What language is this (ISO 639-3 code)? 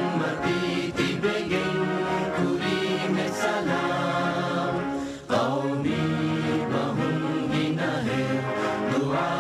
div